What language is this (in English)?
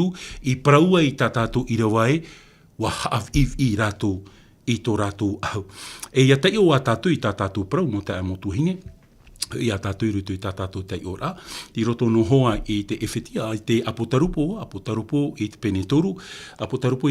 Tahitian